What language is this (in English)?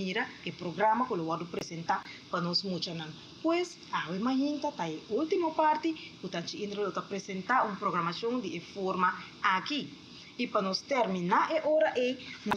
Papiamento